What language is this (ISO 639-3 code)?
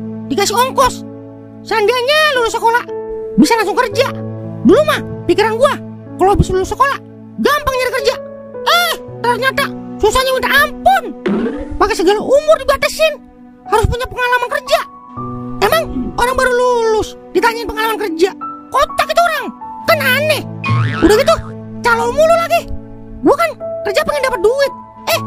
bew